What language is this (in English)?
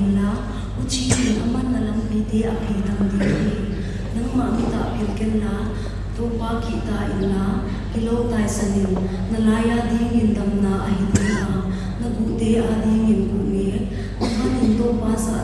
Paite Chin